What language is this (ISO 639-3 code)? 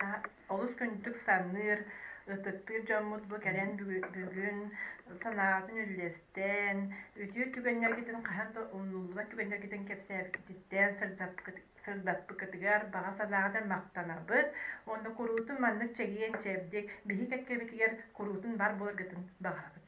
sah